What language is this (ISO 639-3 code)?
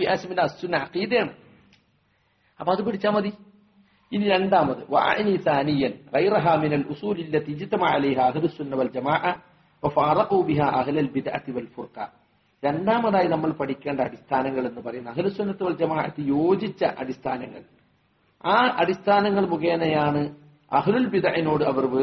mal